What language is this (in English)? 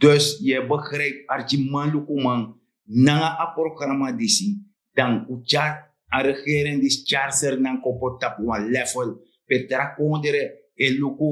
Sranan Tongo